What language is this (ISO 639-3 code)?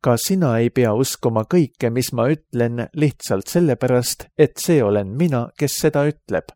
est